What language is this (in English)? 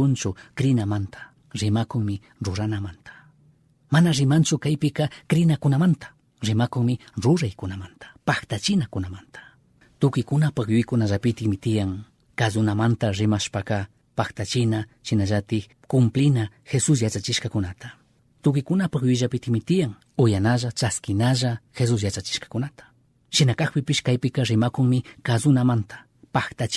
Chimborazo Highland Quichua